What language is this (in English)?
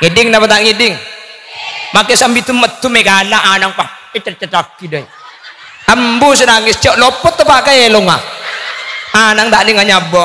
Madurese